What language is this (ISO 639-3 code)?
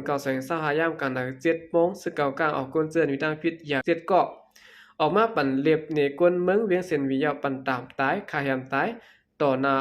shn